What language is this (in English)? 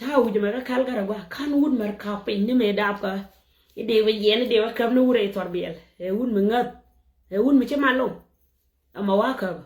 Nuer